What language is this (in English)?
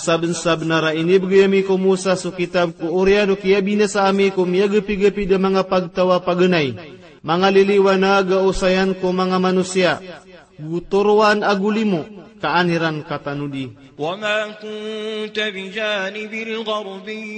Maranao